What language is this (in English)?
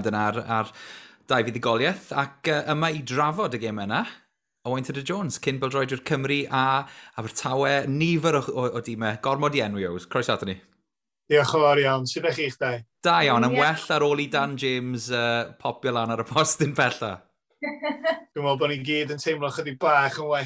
Welsh